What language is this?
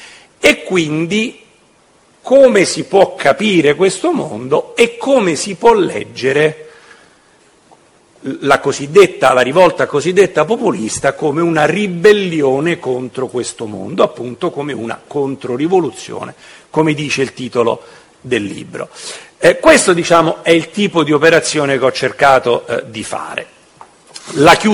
Italian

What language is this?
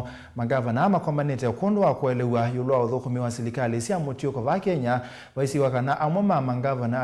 Kamba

